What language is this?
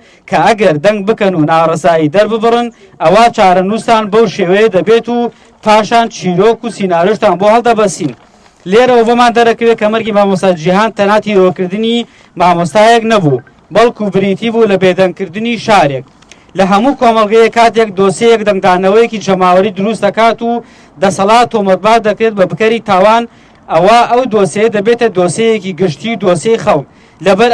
Central Kurdish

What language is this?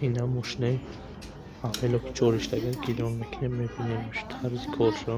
Tajik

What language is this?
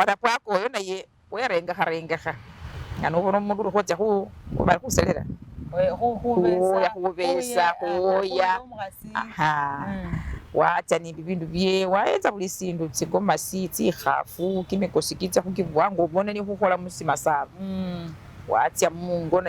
Masaaba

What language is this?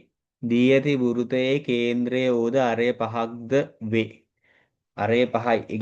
Sinhala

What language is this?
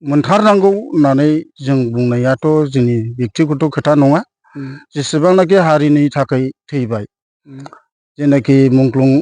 Bodo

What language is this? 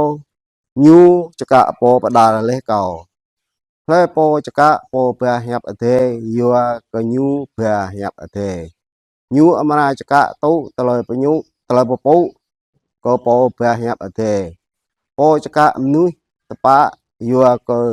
Jarai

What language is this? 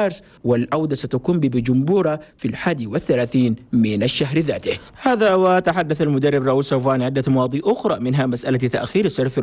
Chadian Arabic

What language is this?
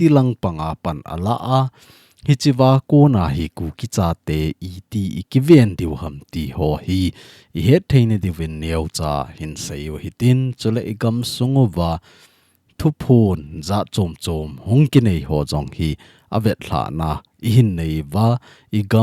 Thado Chin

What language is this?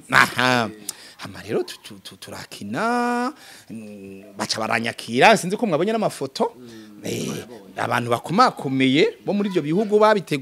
Rundi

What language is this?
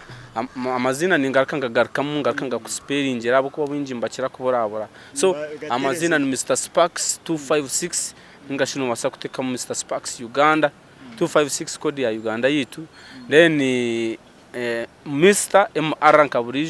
Nyankole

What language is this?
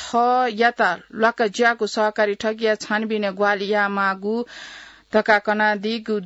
Newari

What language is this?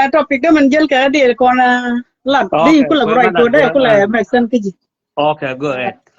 Nuer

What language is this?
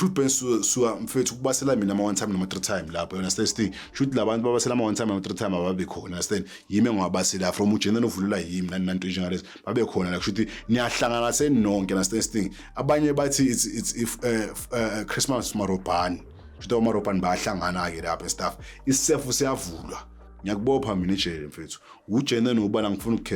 Zulu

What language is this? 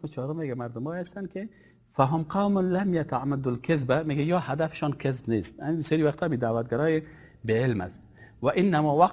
Persian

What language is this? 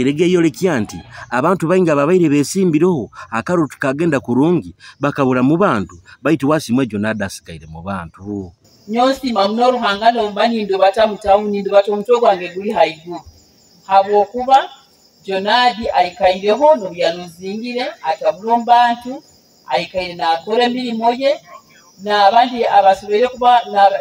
Nyoro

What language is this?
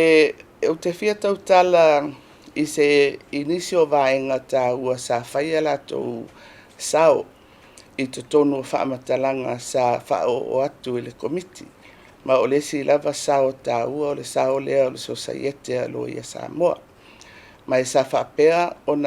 Samoan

